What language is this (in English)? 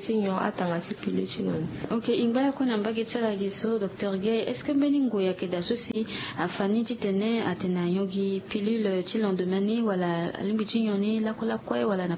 Sango